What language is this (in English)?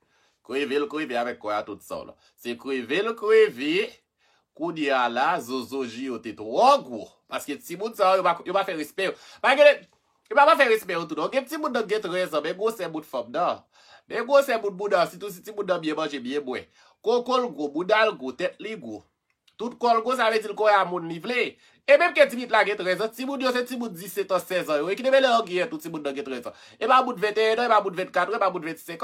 Haitian Creole